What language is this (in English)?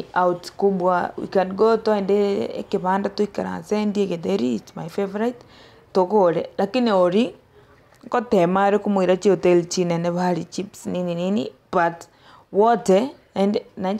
Gusii